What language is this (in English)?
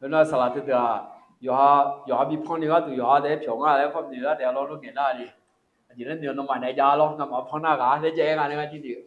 Akha